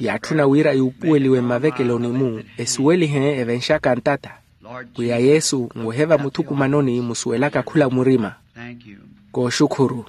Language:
Makhuwa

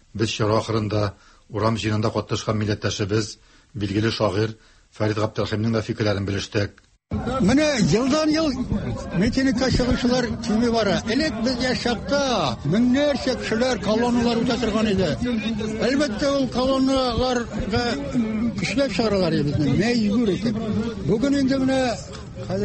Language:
Tatar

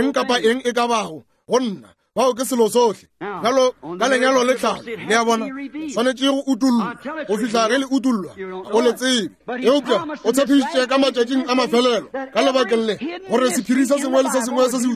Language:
Northern Sotho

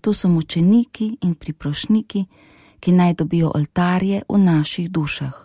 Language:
Slovenian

